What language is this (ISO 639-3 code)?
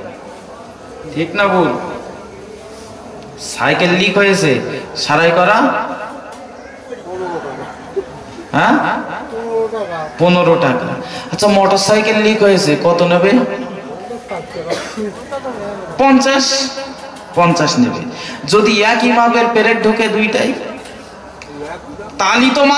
ben